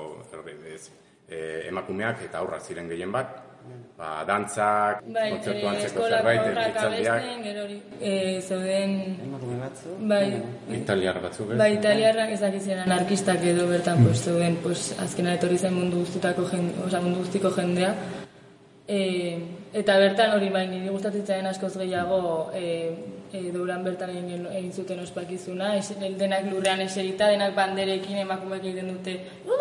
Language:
Basque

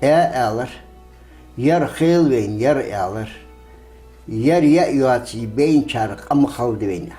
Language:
Ingush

